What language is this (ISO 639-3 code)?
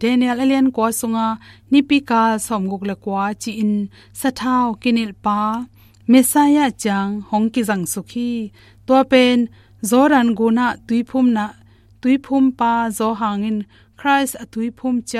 ctd